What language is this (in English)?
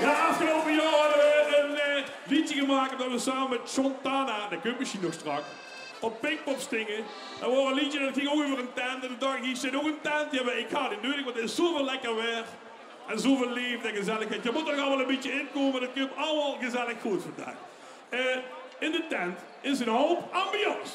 Limburgish